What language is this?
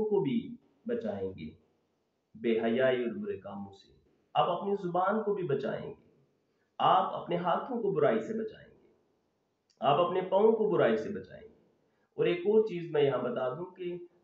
Urdu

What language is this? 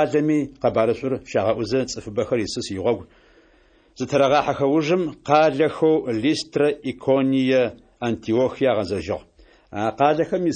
Adyghe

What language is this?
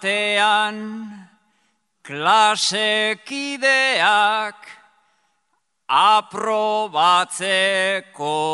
Basque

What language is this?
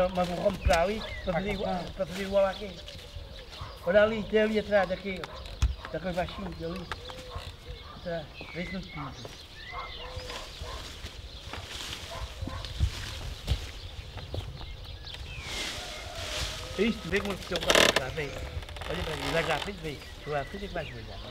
Portuguese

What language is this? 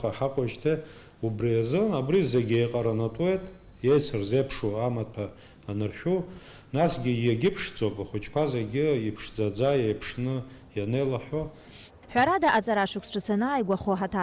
Abkhazian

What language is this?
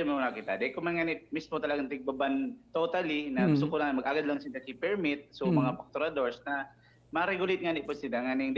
Bikol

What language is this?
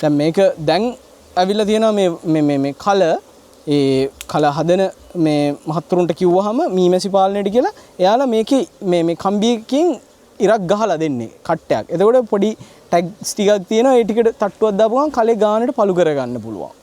Sinhala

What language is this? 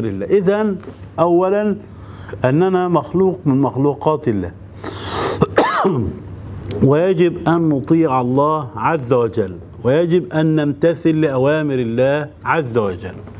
Arabic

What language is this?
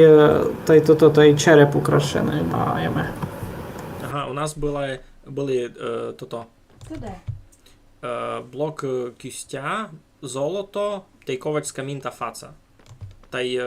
Rusyn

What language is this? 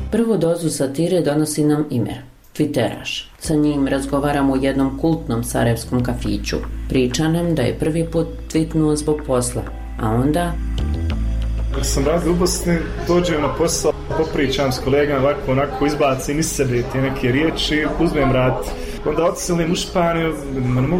Bosnian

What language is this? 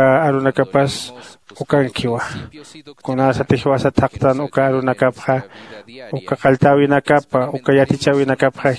Aymara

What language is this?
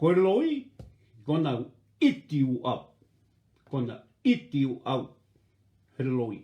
Tongan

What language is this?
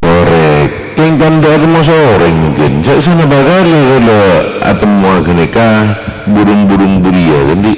Madurese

